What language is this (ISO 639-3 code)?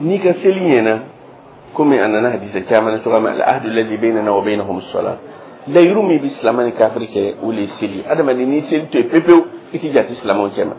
dyu